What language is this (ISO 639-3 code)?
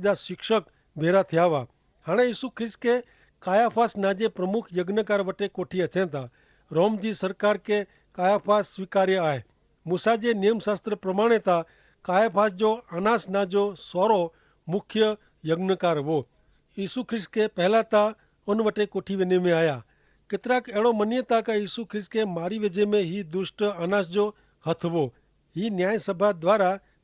kfr